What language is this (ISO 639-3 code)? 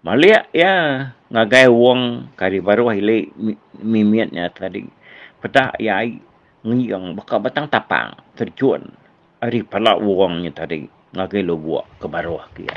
iba